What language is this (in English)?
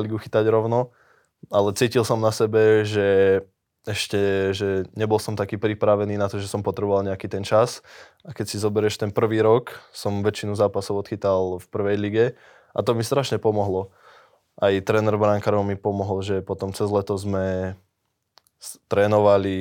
Slovak